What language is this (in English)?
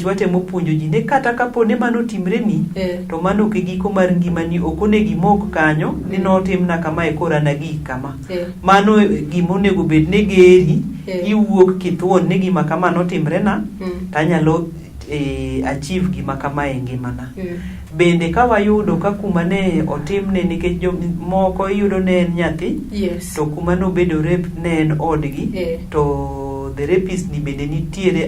Luo (Kenya and Tanzania)